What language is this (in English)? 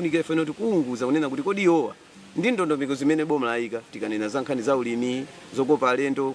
Nyanja